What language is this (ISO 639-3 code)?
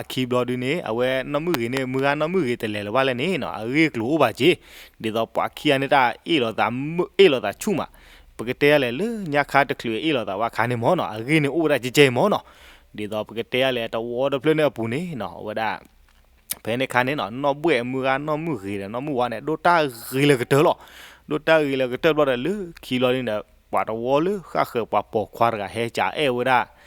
ksw